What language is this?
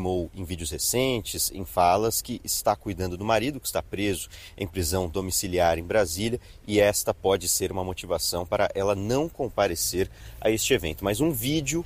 Portuguese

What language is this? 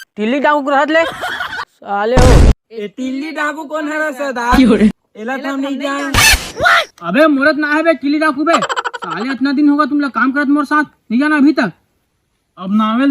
Chhattisgarhi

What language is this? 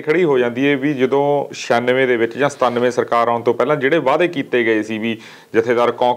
Punjabi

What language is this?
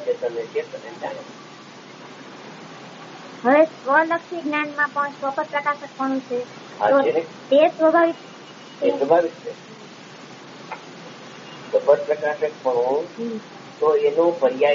Gujarati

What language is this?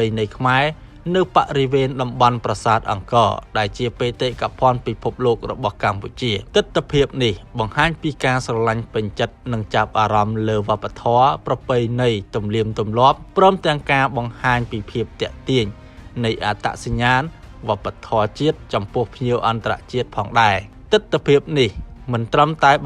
Khmer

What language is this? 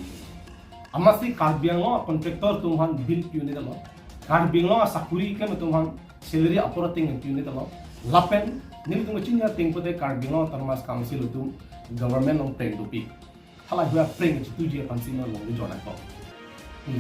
Karbi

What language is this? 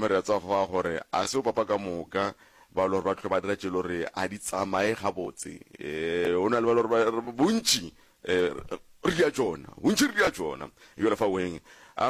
Northern Sotho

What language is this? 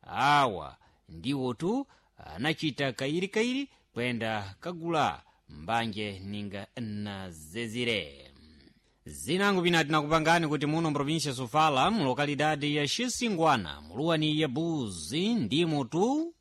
Sena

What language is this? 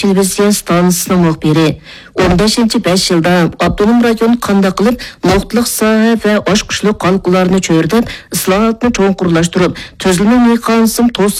Uyghur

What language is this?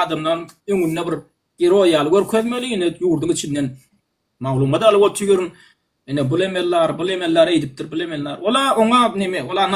Turkmen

